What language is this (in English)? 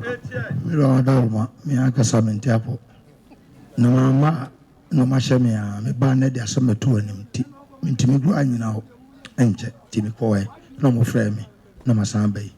Akan